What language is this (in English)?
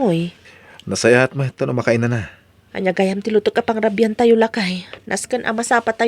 Iloko